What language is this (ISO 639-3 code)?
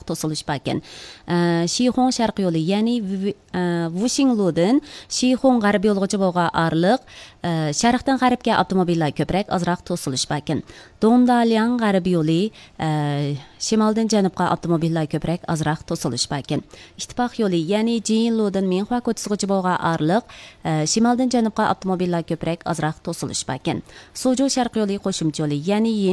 uig